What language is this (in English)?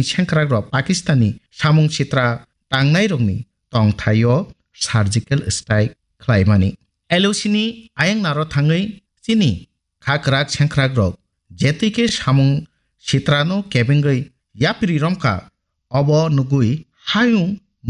Kok Borok